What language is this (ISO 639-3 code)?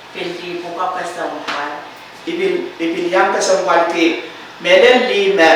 pon